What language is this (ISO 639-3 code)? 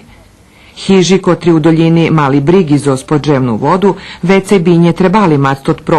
rue